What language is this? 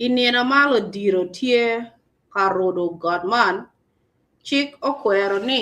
Acoli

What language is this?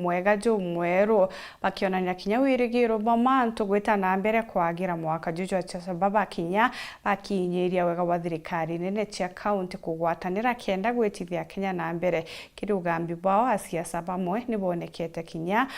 Meru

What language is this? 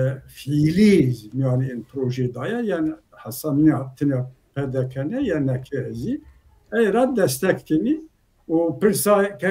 Zaza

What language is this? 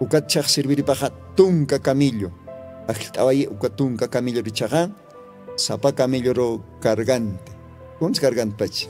Aymara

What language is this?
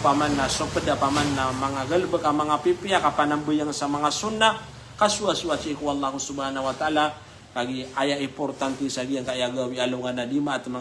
Maranao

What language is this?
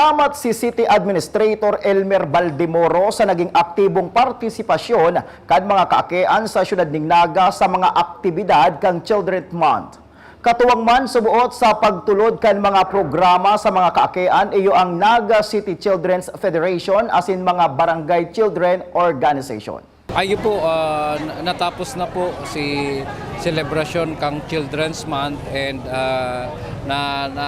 Bikol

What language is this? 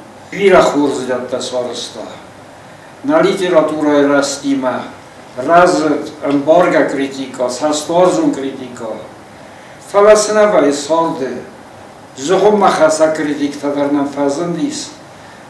Ossetic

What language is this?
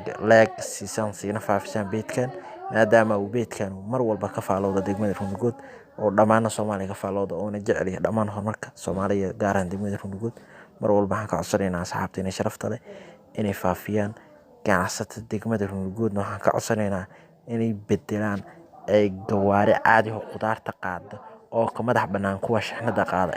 Somali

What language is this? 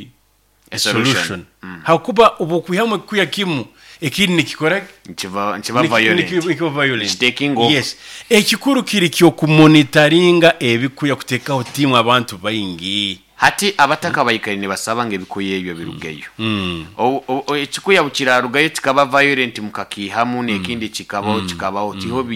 Nyoro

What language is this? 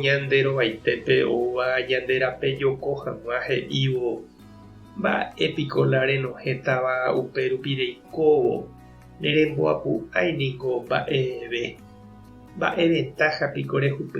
Guarani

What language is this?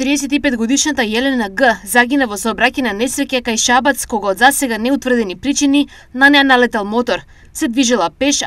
Macedonian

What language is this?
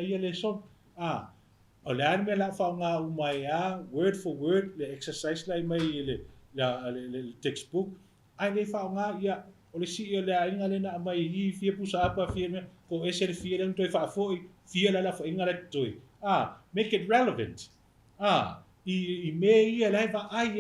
Samoan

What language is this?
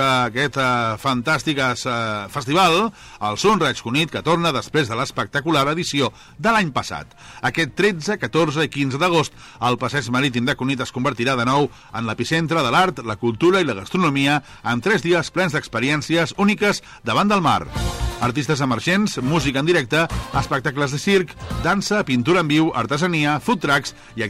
Catalan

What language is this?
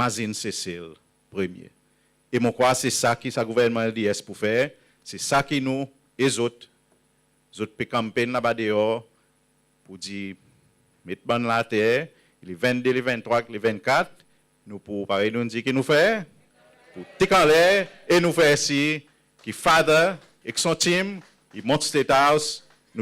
Seselwa Creole French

